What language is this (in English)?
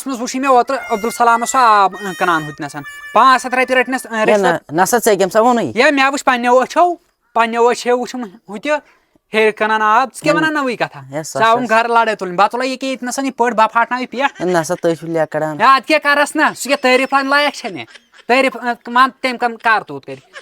Kashmiri